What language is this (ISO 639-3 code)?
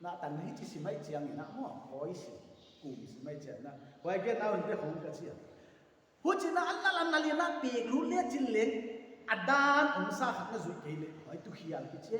pck